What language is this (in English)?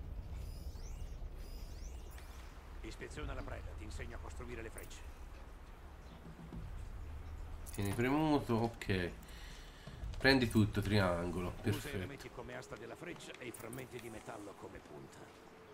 Italian